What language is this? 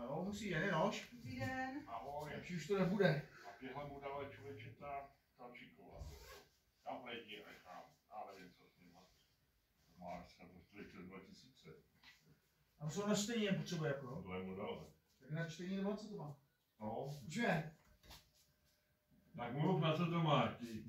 Czech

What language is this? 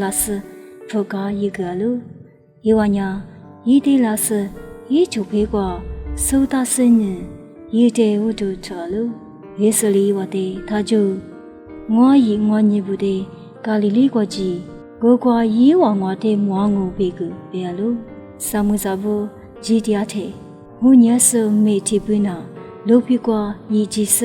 Lisu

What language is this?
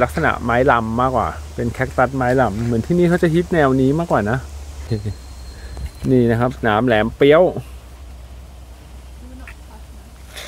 Thai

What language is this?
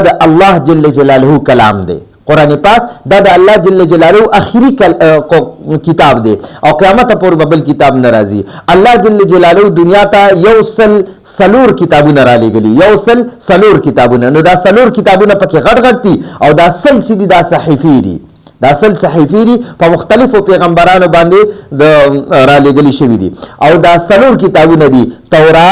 Pashto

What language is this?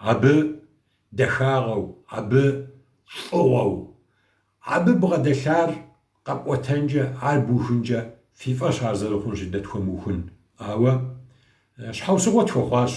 Kabardian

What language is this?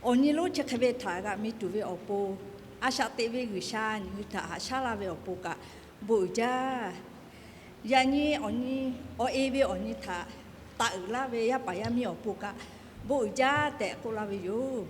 Lahu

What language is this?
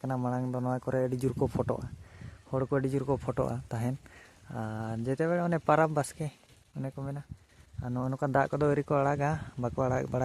Santali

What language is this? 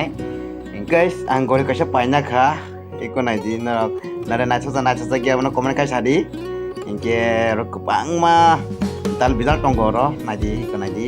Kok Borok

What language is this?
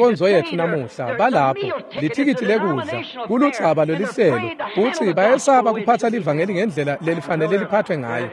Swati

